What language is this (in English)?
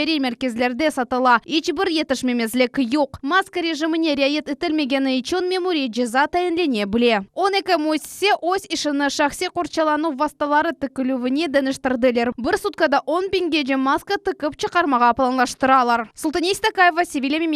Crimean Tatar